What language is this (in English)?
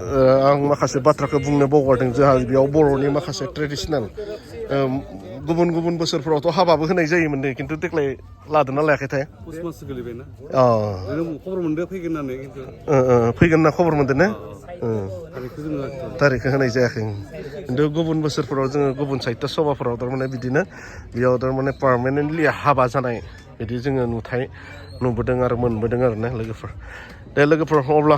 Bodo